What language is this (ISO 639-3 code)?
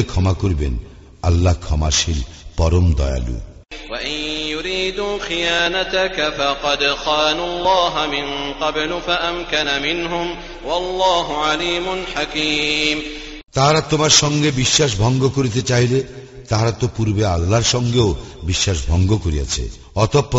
ben